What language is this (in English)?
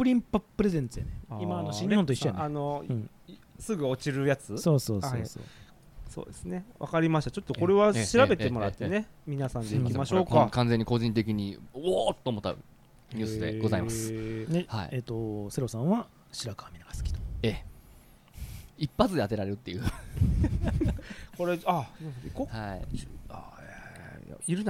Japanese